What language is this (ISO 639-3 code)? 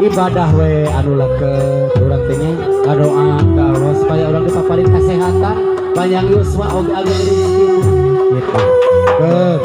sun